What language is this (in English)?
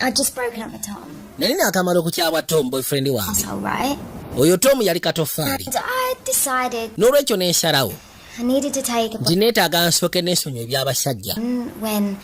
Ganda